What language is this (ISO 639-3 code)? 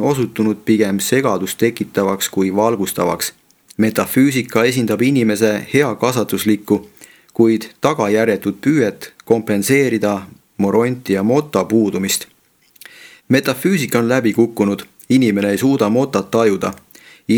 est